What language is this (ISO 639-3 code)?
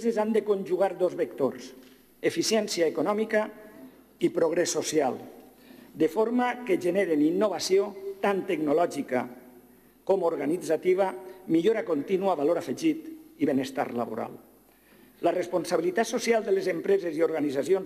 cat